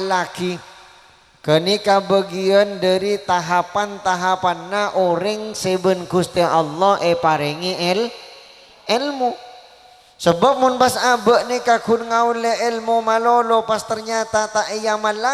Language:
Madurese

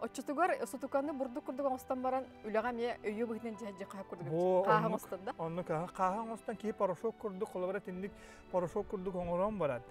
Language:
Yakut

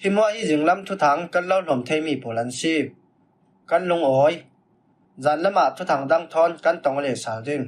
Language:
Falam Chin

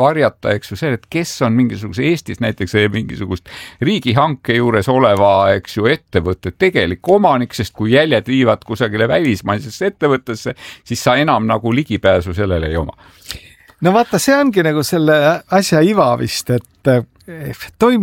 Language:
Estonian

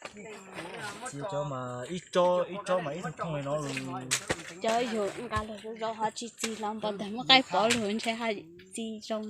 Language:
Hmong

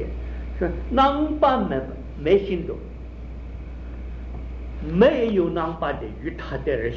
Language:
Chinese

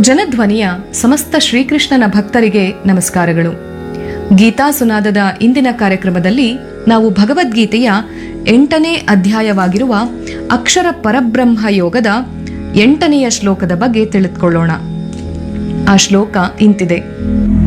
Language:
Kannada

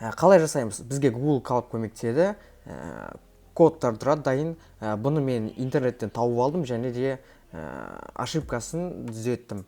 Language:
Kazakh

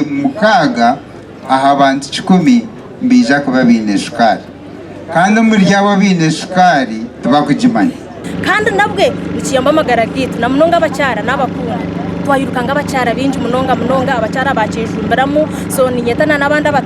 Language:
Nyankole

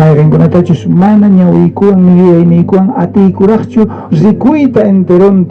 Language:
South Bolivian Quechua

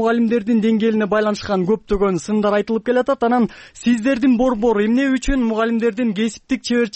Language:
Kyrgyz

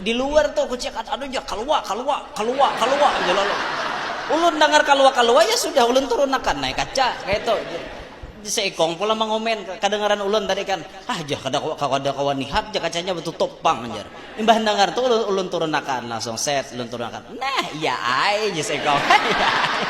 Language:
Banjar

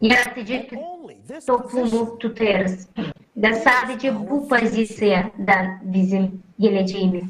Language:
Gagauz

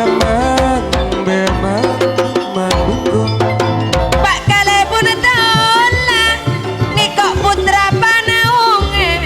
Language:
Madurese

